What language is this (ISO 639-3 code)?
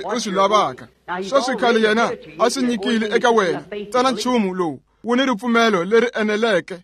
tso